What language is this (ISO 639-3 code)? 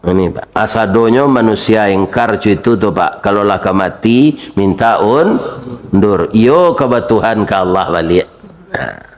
min